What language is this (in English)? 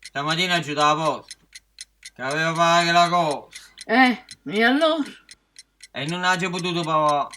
Neapolitan